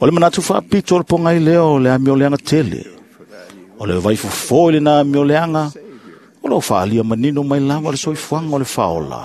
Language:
Samoan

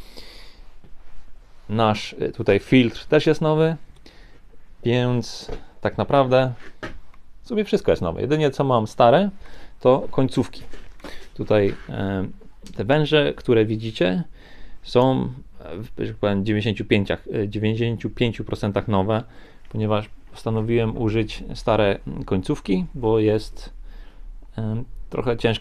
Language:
Polish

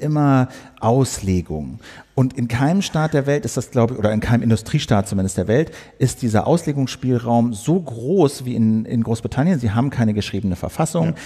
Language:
German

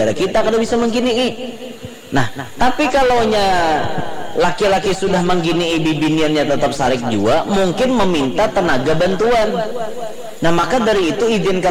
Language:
Banjar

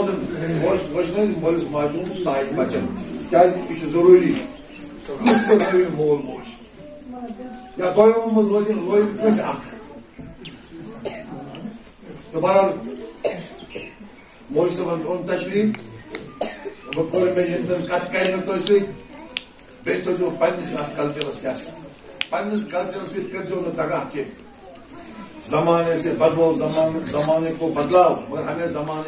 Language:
Kashmiri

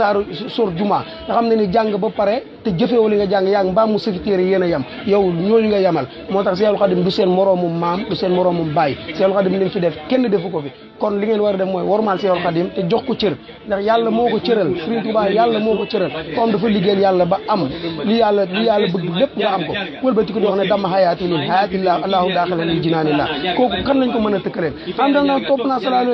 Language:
Wolof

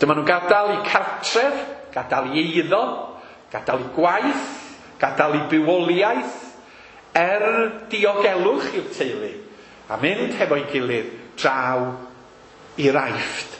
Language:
Welsh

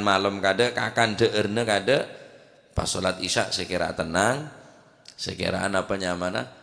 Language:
Madurese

